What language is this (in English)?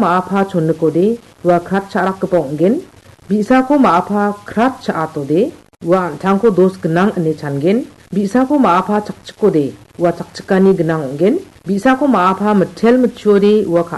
Garo